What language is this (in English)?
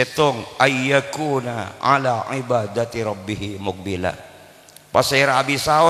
Madurese